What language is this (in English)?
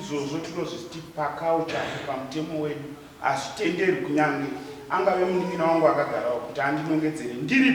Shona